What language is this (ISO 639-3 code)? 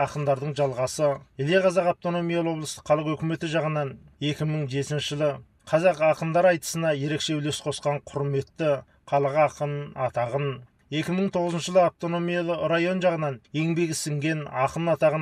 kaz